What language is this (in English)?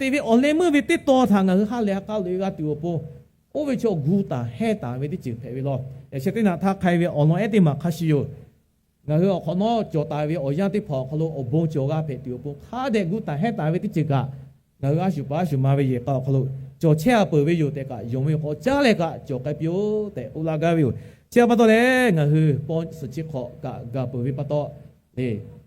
Lahu